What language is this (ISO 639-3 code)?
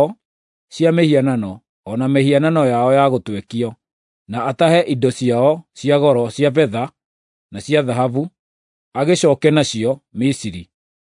kik